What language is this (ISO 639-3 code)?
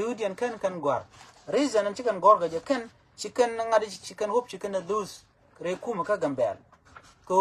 nus